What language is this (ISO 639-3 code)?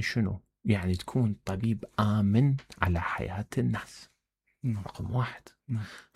acm